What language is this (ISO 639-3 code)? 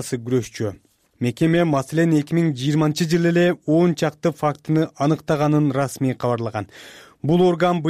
kir